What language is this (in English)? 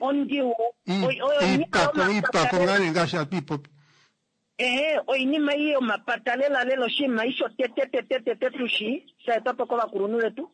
Kuanyama